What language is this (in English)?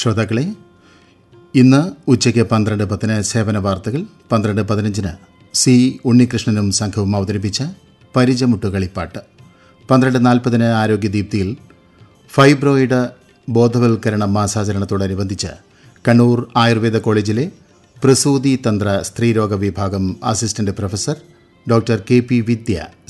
Malayalam